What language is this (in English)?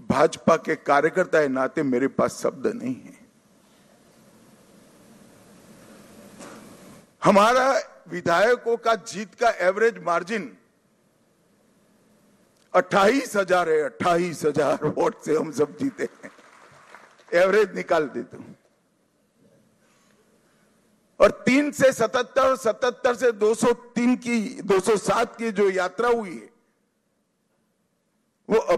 Hindi